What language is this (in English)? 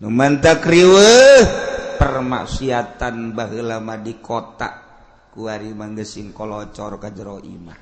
Sundanese